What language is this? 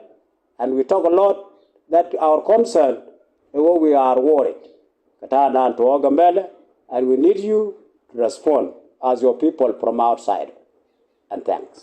Nuer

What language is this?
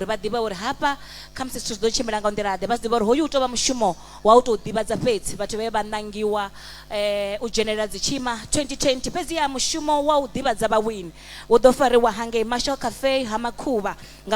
Venda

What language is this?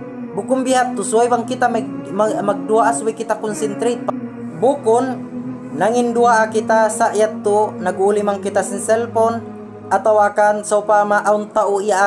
Tausug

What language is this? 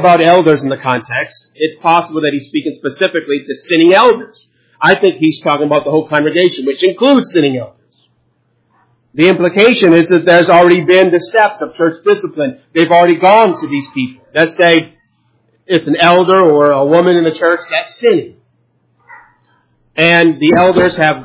English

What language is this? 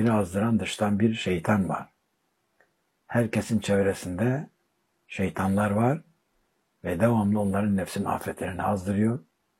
Turkish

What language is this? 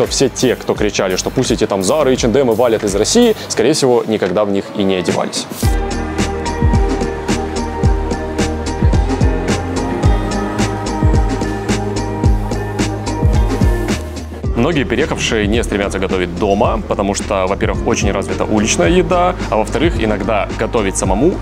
Russian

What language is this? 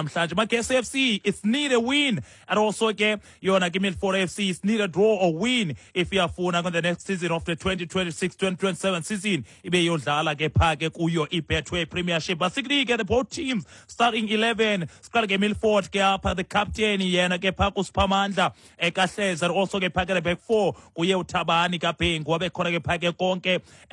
Xhosa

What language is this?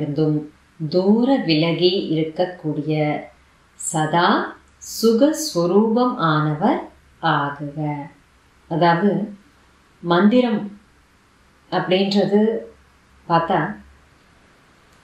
Tamil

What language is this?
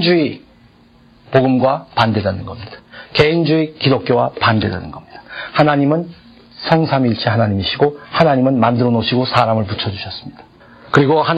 Korean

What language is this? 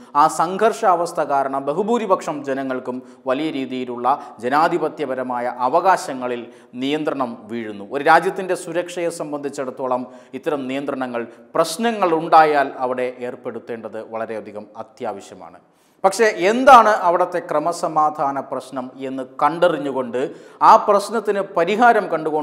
Malayalam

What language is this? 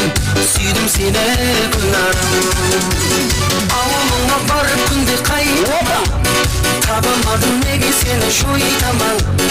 Kara-Kalpak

